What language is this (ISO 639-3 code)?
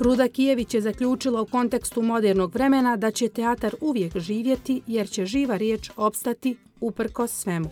srp